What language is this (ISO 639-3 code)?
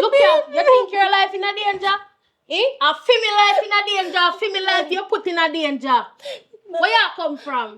jam